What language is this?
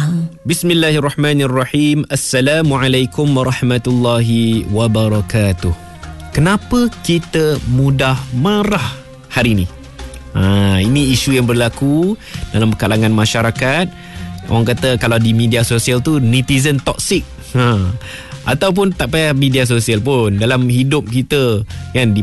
Malay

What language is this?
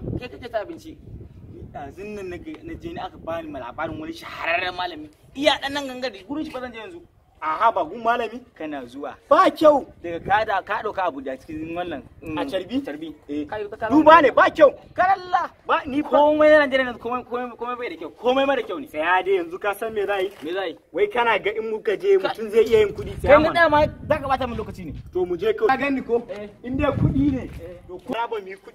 Hausa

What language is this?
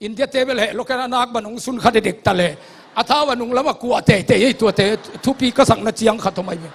Tedim Chin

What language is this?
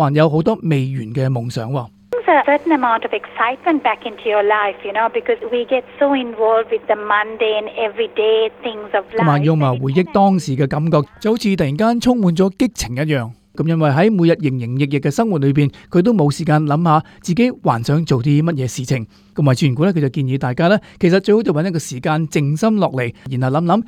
Cantonese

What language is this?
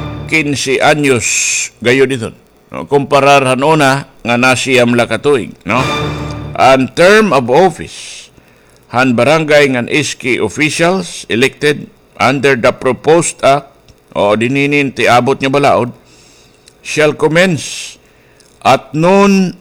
Waray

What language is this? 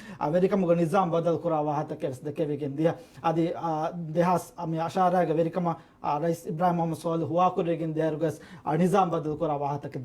Divehi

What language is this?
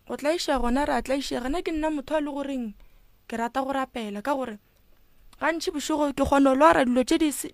Northern Sotho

